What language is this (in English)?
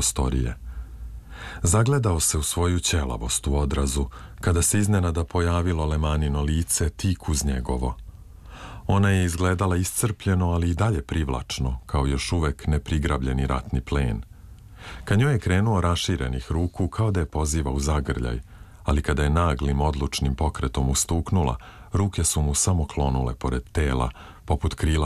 Serbian